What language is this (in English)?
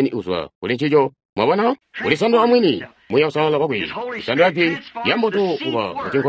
Tonga (Zambia)